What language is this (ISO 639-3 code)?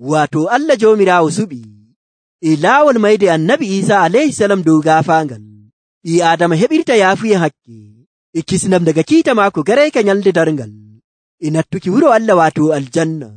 fuv